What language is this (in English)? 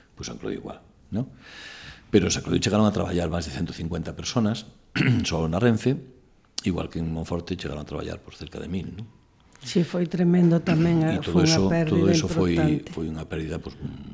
Galician